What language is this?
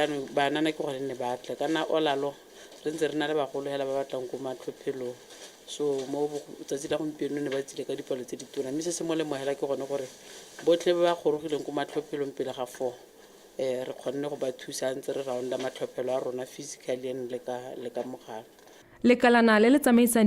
Tswana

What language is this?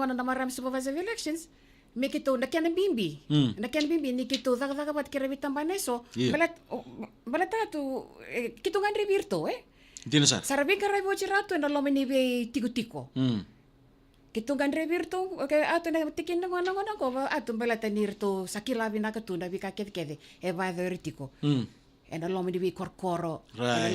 Fijian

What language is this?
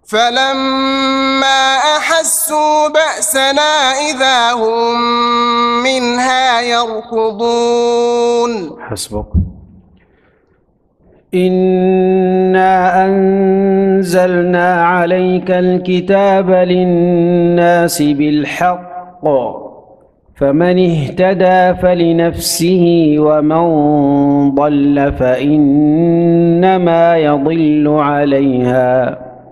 Arabic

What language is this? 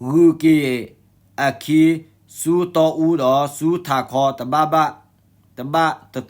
S'gaw Karen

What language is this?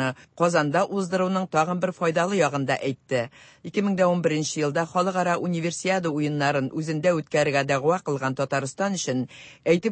Tatar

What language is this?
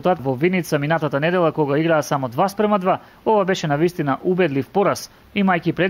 Macedonian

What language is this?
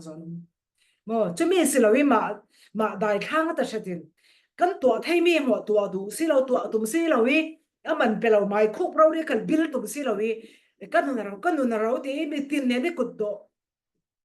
Falam Chin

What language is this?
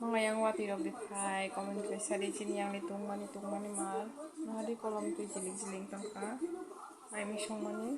Kok Borok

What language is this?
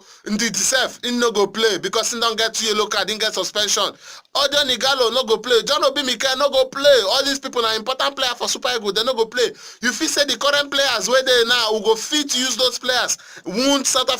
Nigerian Pidgin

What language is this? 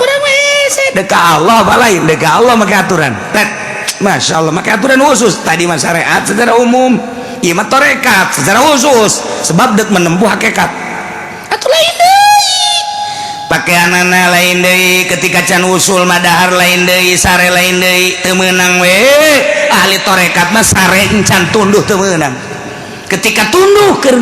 Sundanese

